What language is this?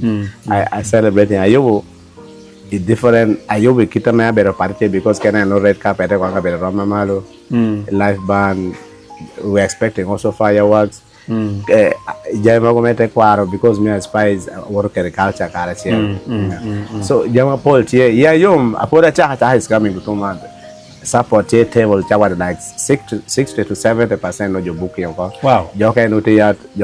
Acoli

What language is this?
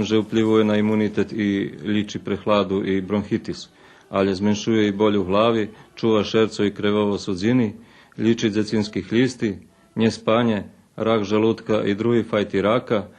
Rusyn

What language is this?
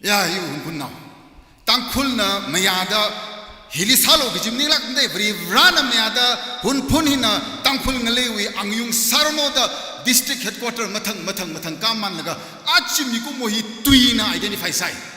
Tangkhul Naga (India)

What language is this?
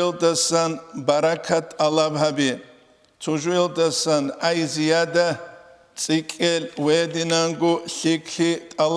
Avaric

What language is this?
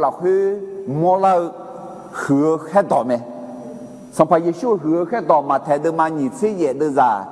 Akha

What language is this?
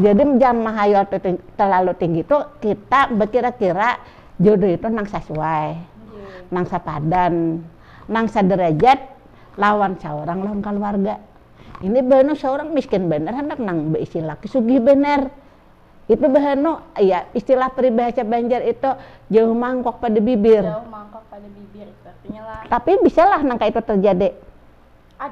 Banjar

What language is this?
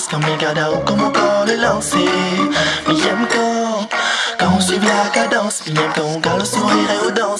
Réunion Creole French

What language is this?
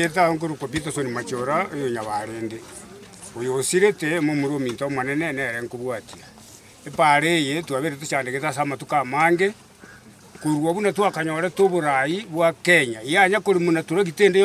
Gusii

